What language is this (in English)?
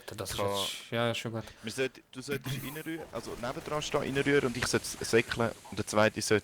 Swiss German